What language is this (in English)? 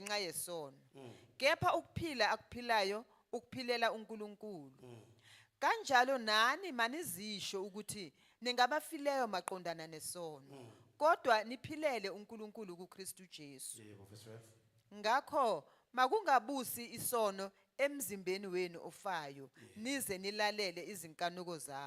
Zulu